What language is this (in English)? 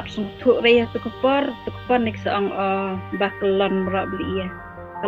Khasi